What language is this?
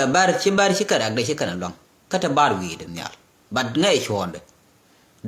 Nuer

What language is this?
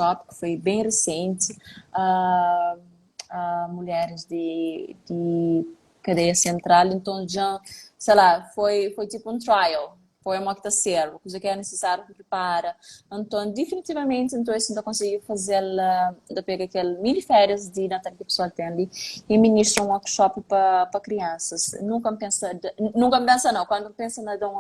Kabuverdianu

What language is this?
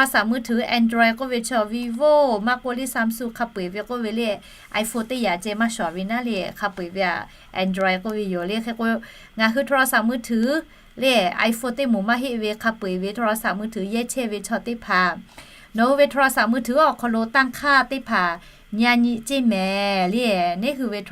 Lahu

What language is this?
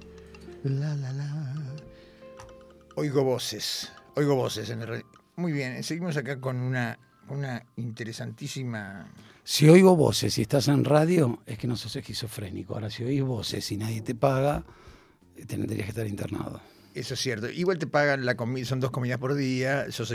Spanish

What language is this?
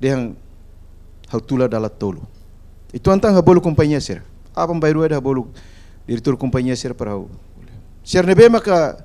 Tetum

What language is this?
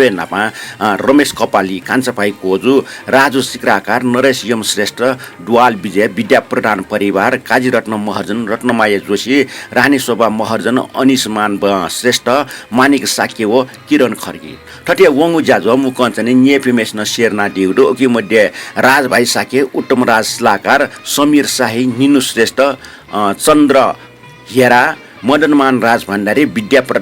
Newari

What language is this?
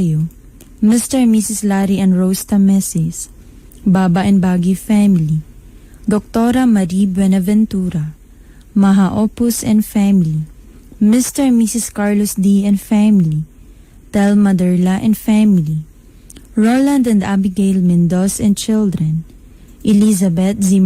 Cebuano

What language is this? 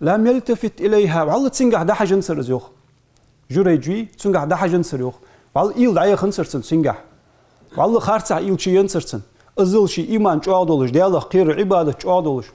Ingush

